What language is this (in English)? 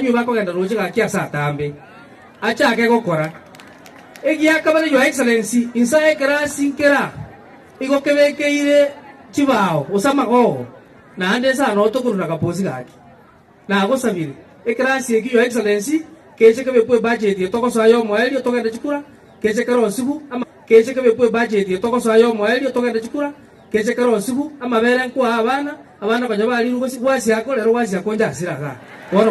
Gusii